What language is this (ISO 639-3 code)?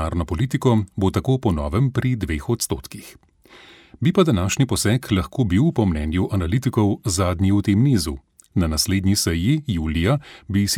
slv